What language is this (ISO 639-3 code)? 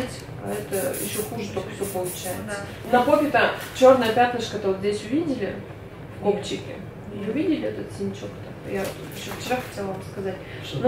rus